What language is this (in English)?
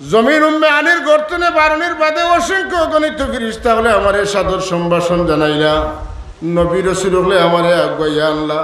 Sylheti